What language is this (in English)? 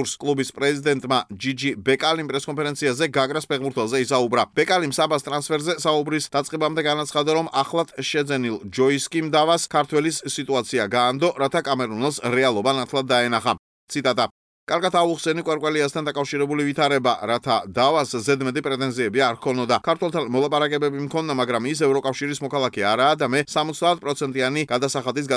Georgian